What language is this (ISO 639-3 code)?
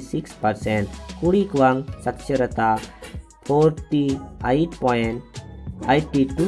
sat